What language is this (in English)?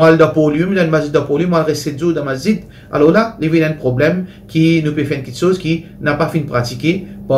Morisyen